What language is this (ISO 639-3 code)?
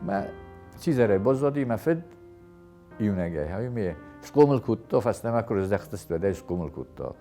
oss